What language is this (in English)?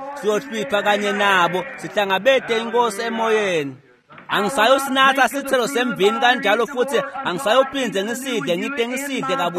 Swati